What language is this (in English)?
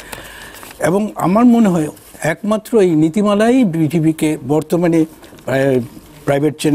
Bangla